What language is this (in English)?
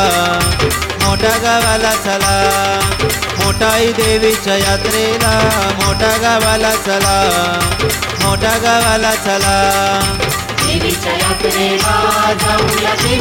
Marathi